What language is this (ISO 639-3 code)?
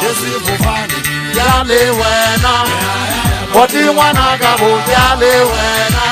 sot